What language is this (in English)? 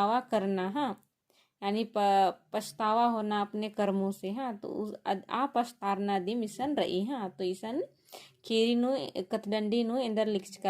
Kurukh